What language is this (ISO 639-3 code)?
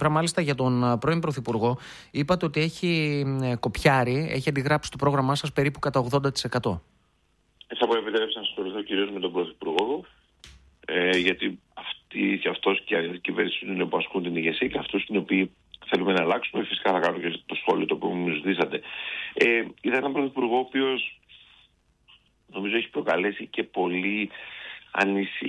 ell